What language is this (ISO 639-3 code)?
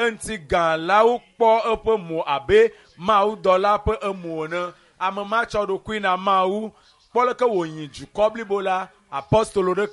ewe